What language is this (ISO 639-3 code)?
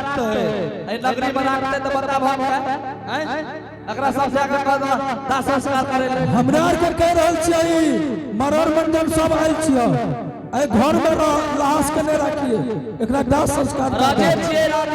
anp